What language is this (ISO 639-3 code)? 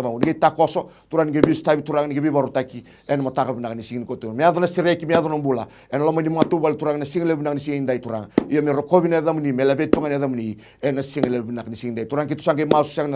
fij